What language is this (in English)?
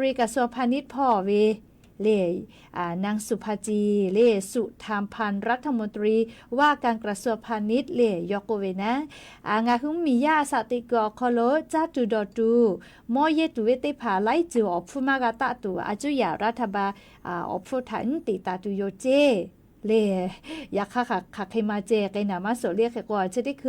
Lahu